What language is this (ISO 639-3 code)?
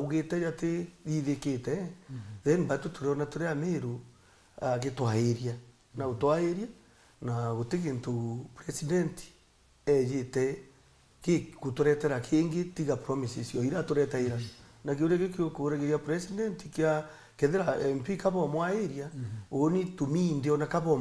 mer